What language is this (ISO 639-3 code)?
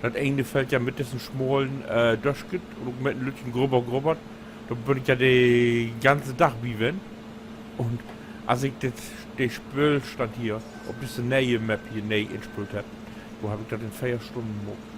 nds